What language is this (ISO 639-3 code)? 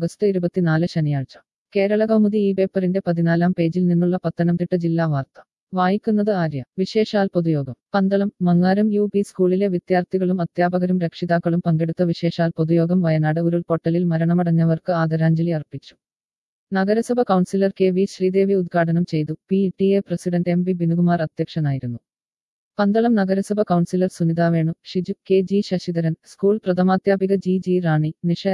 mal